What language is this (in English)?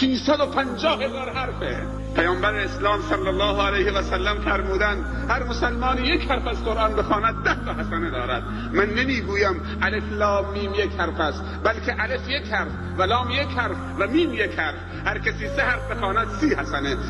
Persian